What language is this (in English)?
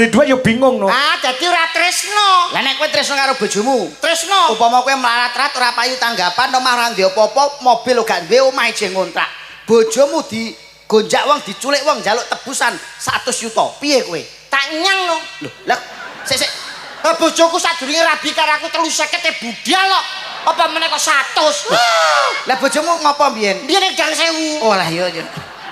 Javanese